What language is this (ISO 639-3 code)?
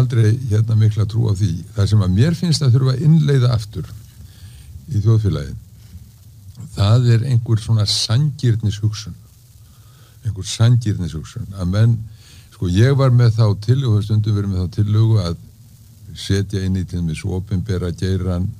isl